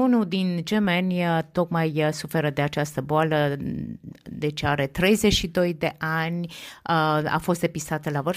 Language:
Romanian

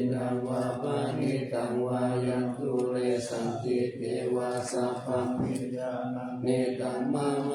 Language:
Pali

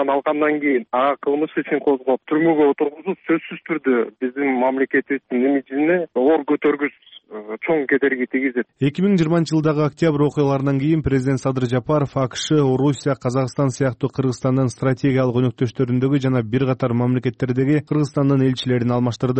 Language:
Kyrgyz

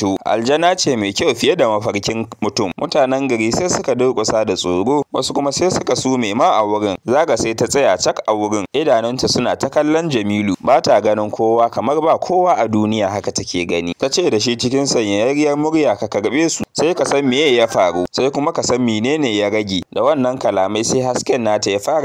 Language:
Hausa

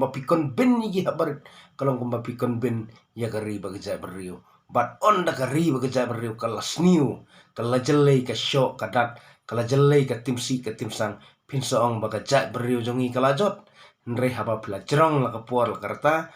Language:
Khasi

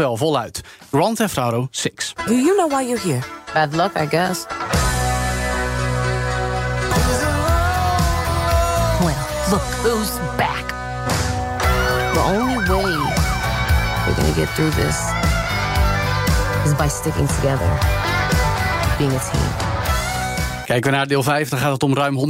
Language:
Dutch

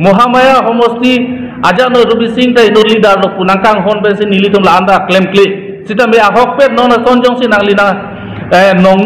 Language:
Karbi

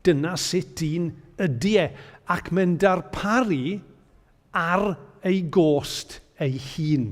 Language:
Welsh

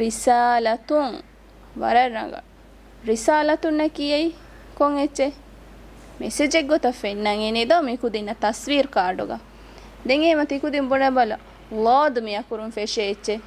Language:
Divehi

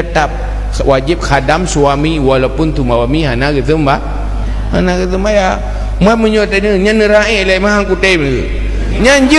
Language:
Achinese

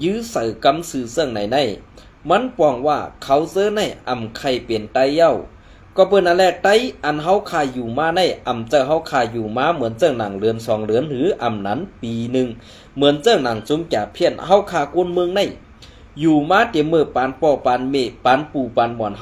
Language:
Shan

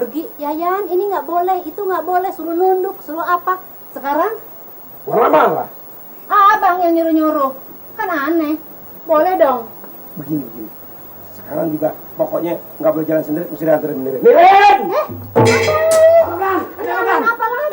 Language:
Betawi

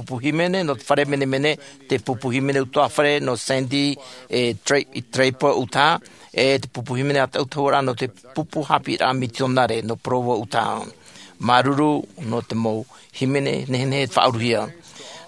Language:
Tahitian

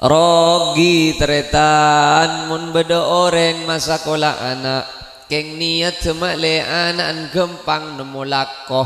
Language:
Madurese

